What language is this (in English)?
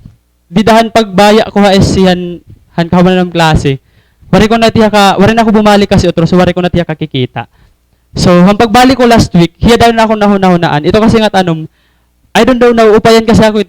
Waray